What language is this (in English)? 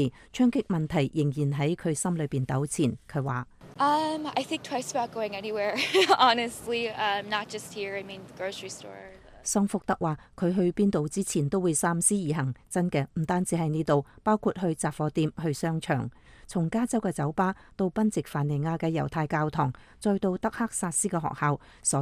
Cantonese